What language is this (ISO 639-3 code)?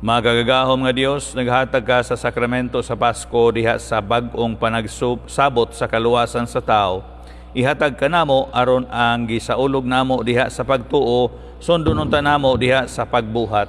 ceb